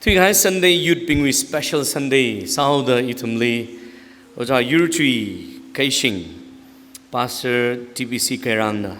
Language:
Tangkhul Naga (India)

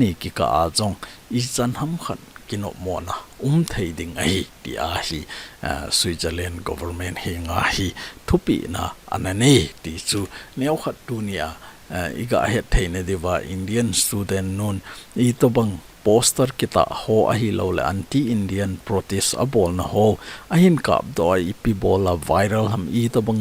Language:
Thado Chin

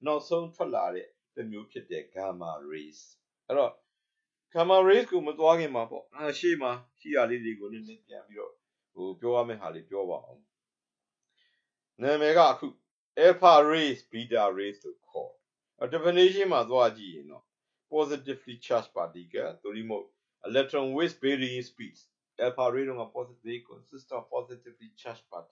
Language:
Burmese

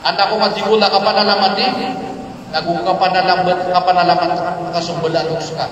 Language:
Maranao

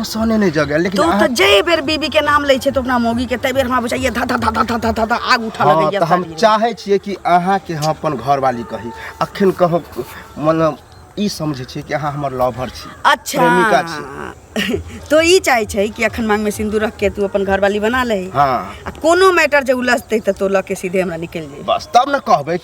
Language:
Maithili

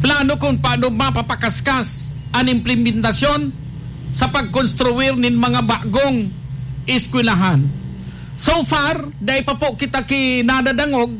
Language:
Bikol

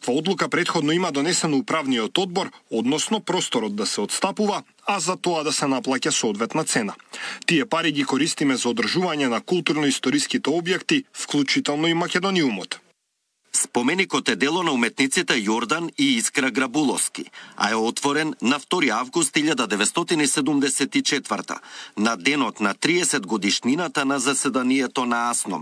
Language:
Macedonian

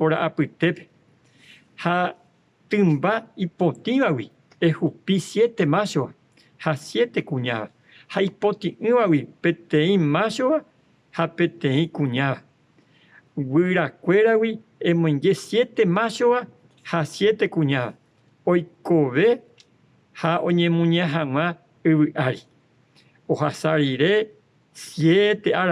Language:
Guarani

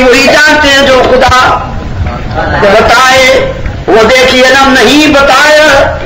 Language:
Urdu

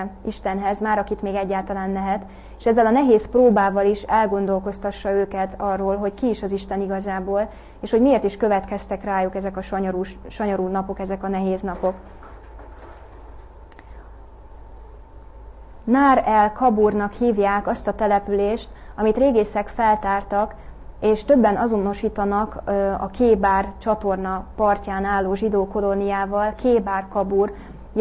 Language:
Hungarian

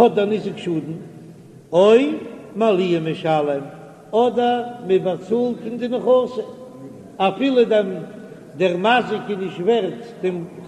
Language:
Yiddish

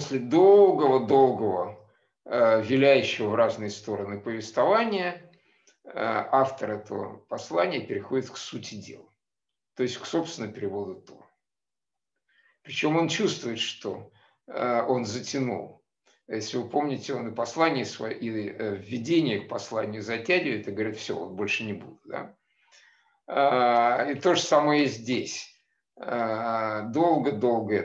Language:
Russian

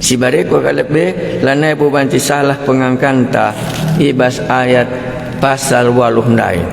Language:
Batak Karo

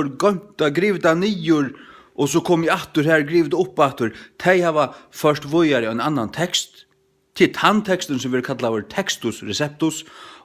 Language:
Faroese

